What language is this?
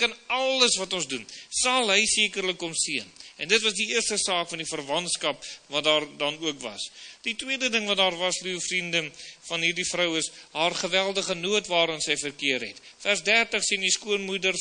Afrikaans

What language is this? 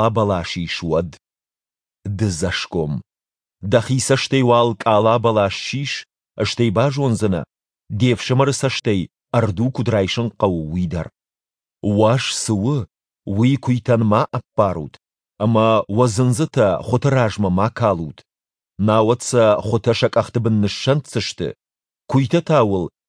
Ossetic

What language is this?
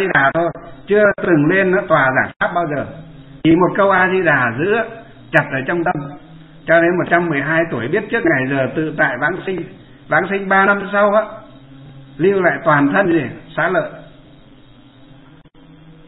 Vietnamese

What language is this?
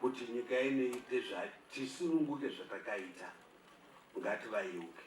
Shona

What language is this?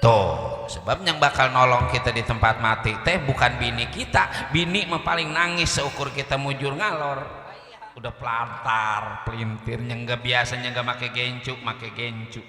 Betawi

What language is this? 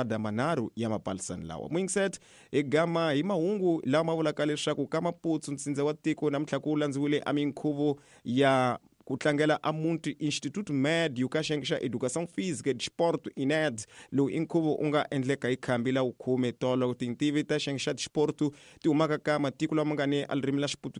Tsonga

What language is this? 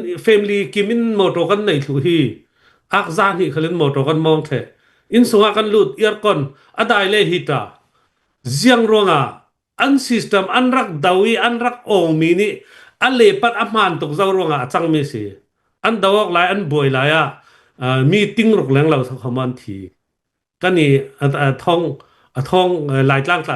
Hakha Chin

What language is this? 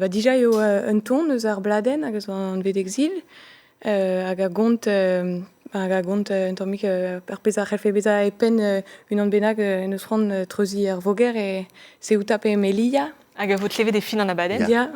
Breton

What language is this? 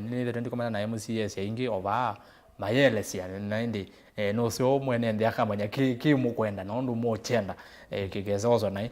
Kamba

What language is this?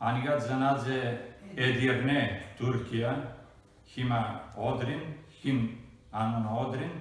Western Armenian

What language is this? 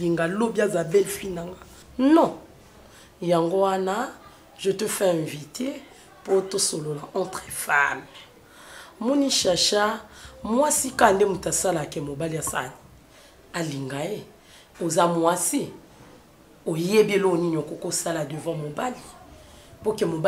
Lingala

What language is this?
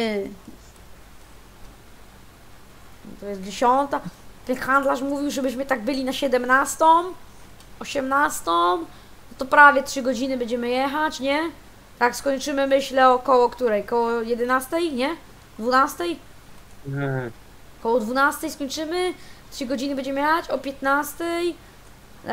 Polish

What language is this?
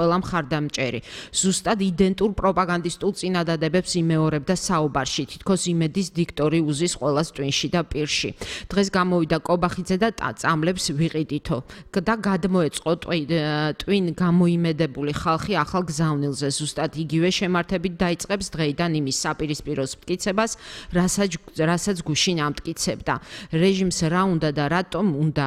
Georgian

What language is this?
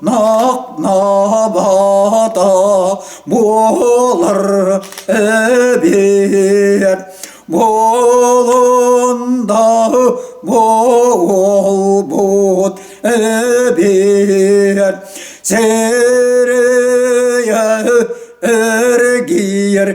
Yakut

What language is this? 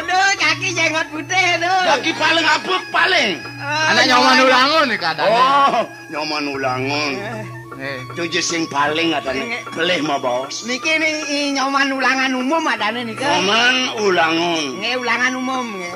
Balinese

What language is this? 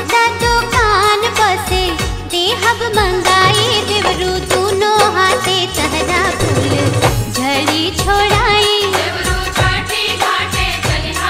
Bhojpuri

